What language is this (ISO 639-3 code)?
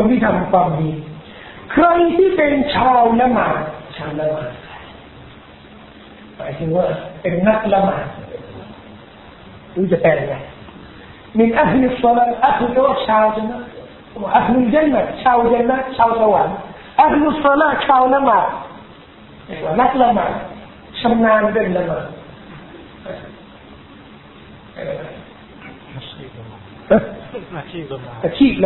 tha